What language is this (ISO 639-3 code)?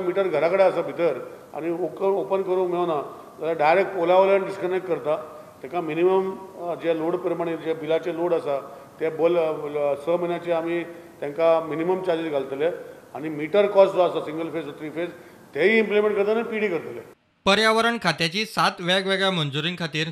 kok